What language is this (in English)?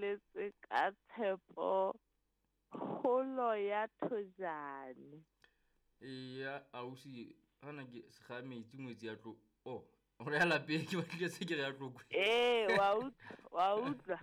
Southern Sotho